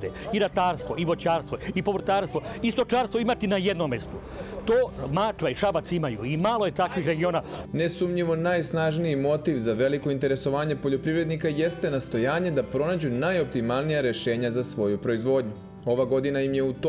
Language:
Serbian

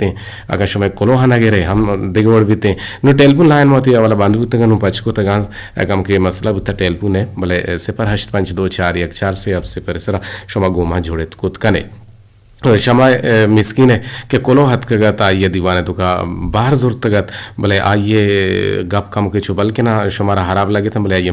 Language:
Eastern Balochi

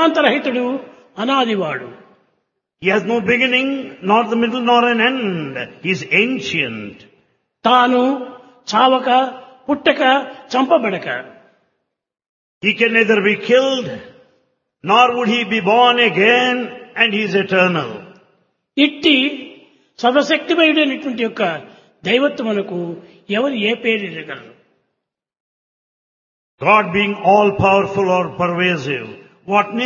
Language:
Telugu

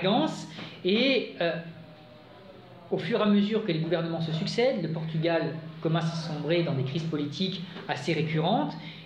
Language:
French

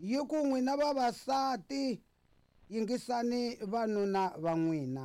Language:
Tsonga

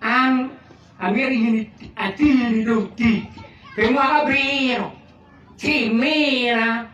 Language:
Acoli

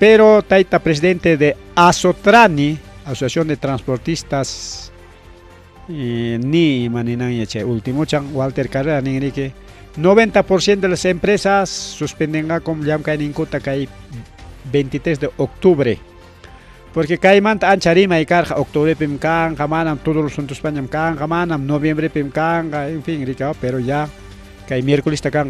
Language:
Ayacucho Quechua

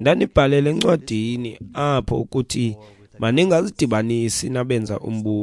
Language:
Xhosa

